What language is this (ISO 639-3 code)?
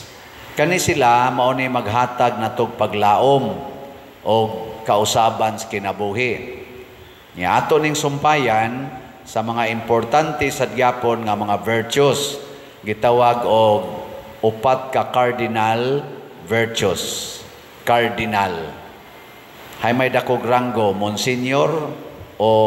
ceb